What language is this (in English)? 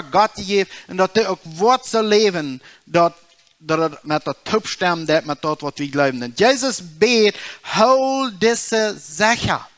Plautdietsch